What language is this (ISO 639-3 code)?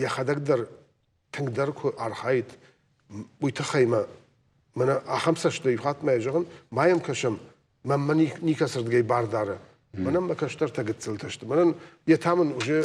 oss